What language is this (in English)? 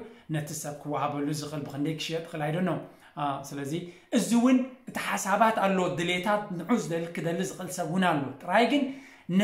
Tigrinya